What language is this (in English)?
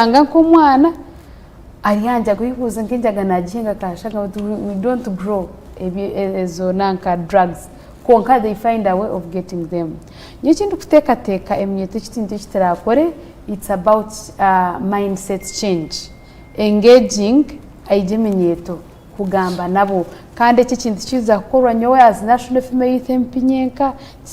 Nyankole